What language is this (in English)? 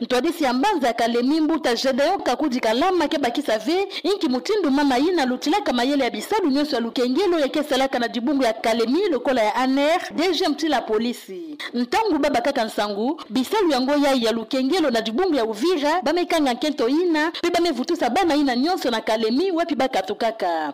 Kituba (Democratic Republic of Congo)